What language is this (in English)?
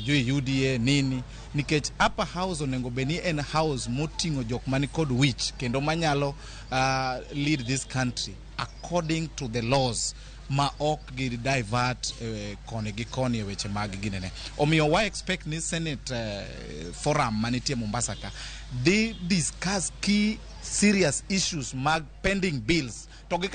Luo (Kenya and Tanzania)